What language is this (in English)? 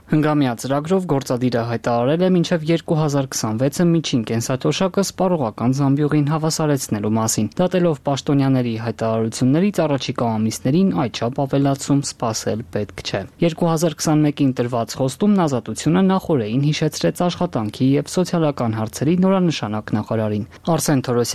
Armenian